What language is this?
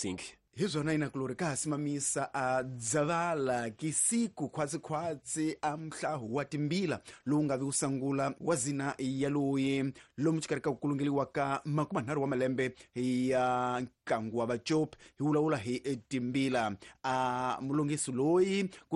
Tsonga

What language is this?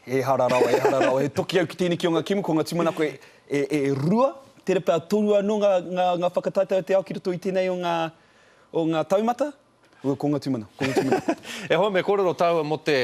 Māori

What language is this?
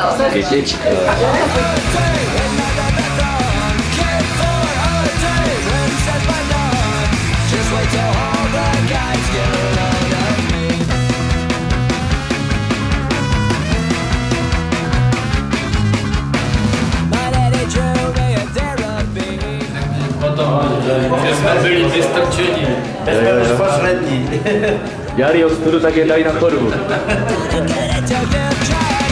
Czech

